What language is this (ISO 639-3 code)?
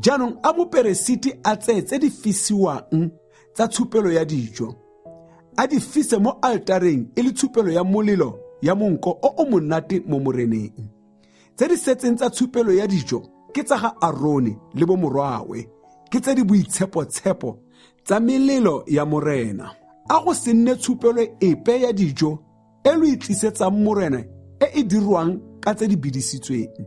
tsn